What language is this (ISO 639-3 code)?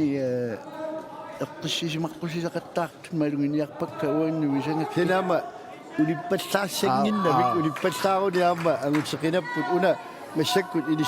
kal